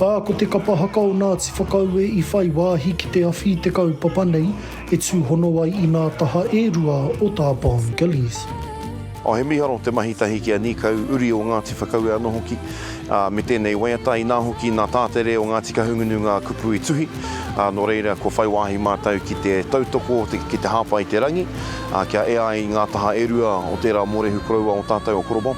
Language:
Māori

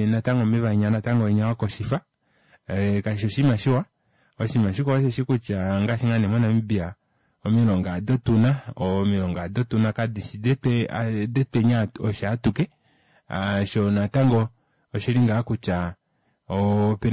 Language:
Kuanyama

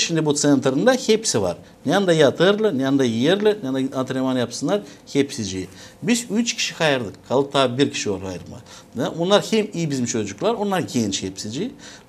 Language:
Gagauz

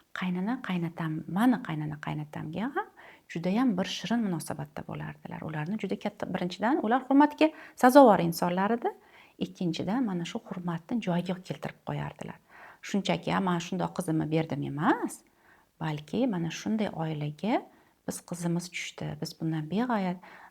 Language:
Uzbek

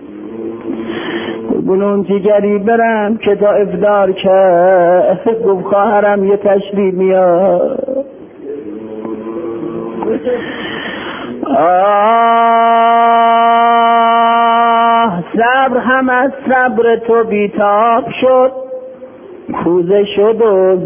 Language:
Persian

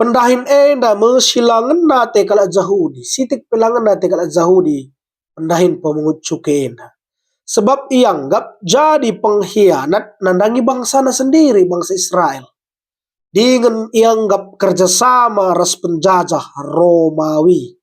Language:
Batak Karo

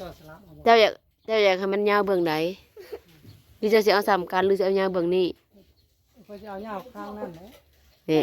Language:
Northeastern Thai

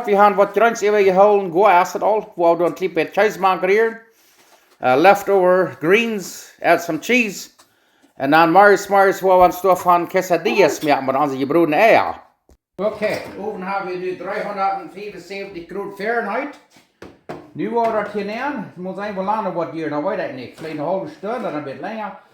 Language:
Plautdietsch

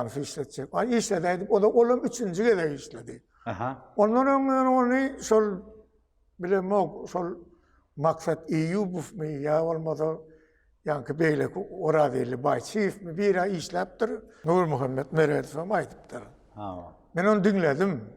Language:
Turkmen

